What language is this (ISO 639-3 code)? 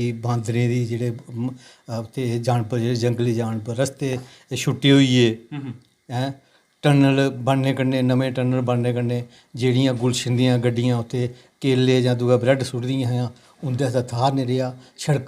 doi